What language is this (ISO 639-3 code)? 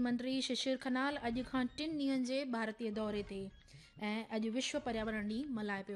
snd